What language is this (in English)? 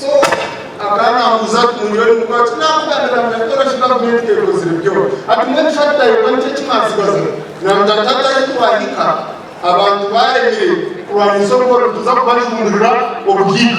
Nyankole